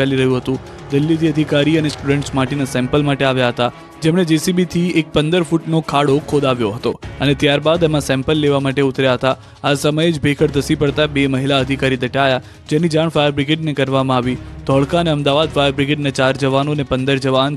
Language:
Gujarati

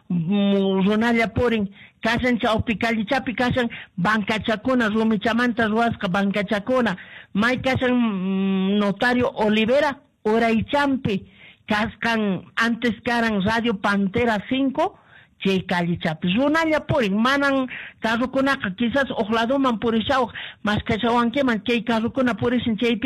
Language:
Quechua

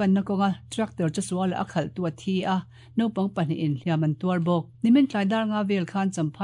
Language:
Mizo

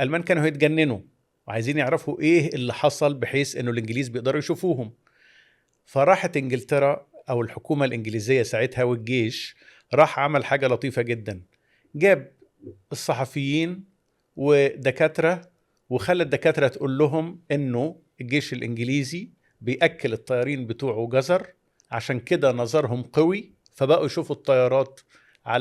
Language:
Egyptian Arabic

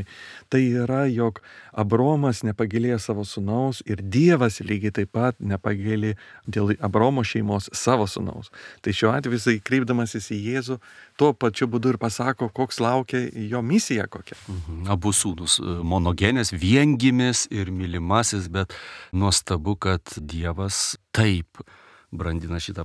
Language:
Lithuanian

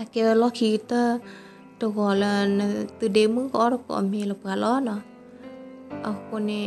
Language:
S'gaw Karen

